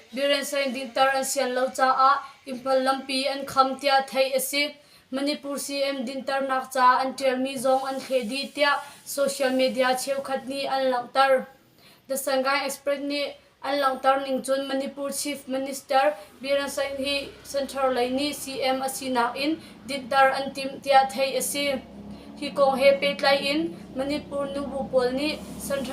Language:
Hakha Chin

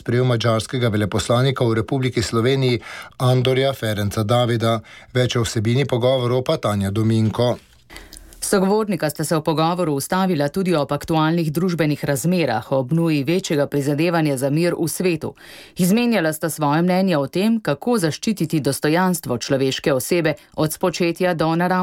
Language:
Slovenian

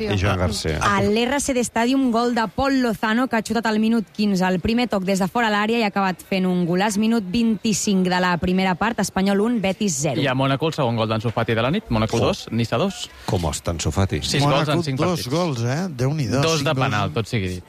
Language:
Catalan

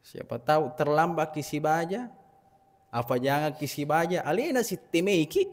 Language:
Buginese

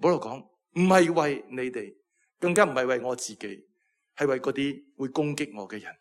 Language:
Cantonese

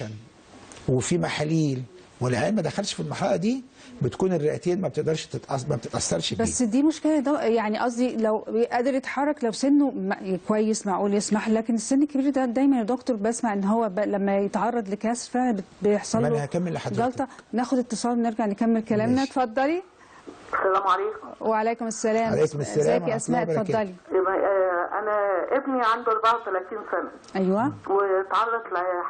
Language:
Egyptian Arabic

